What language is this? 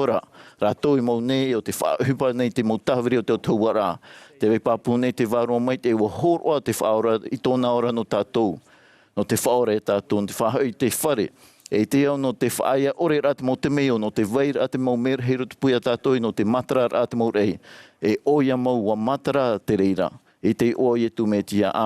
Tahitian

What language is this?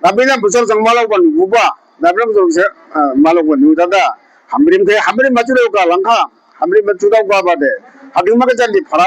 Dimasa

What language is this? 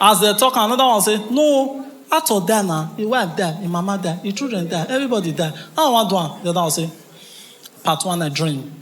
Nigerian Pidgin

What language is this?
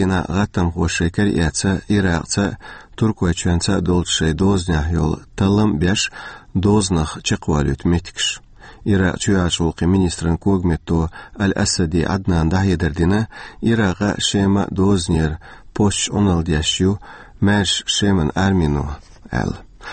Chechen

